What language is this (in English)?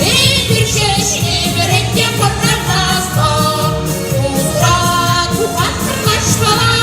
Chuvash